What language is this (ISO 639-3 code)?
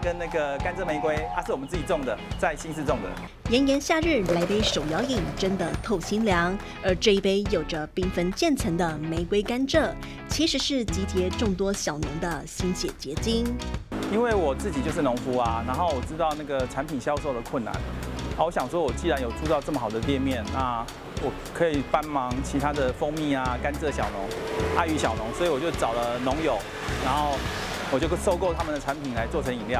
zho